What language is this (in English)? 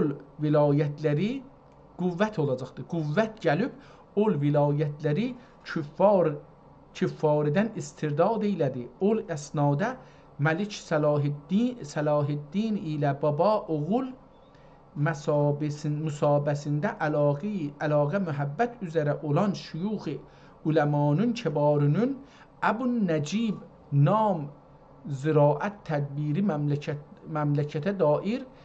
South Azerbaijani